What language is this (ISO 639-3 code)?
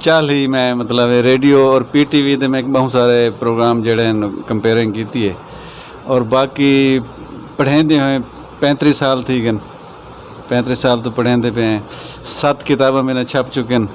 skr